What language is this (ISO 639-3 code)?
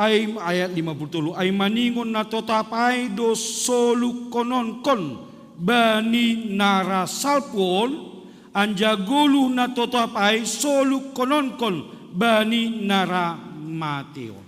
bts